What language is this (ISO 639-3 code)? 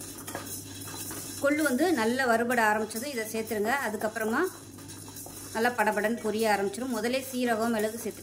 tam